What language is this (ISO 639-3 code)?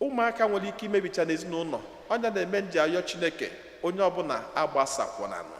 ibo